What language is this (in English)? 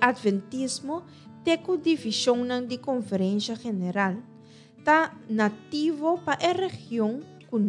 Papiamento